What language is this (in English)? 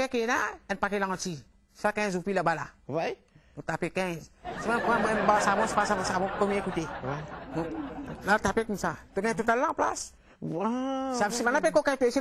Morisyen